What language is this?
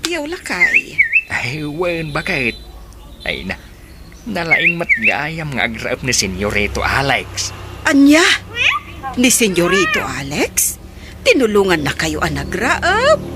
Iloko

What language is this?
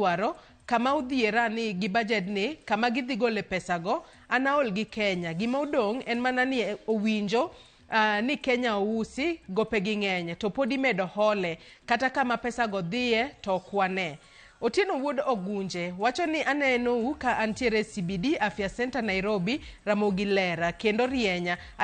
Luo (Kenya and Tanzania)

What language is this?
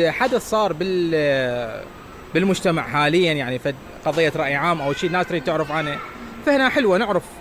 Mesopotamian Arabic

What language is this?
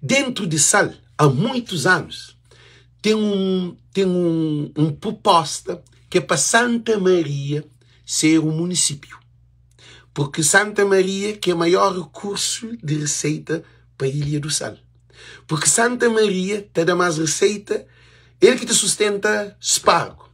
Kabuverdianu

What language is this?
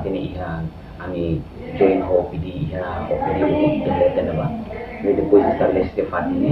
Tetum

